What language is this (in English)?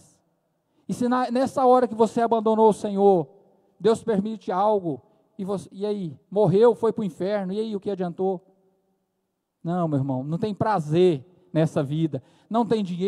Portuguese